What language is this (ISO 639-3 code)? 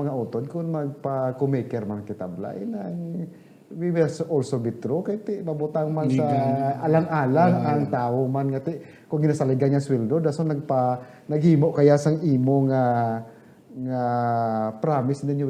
hil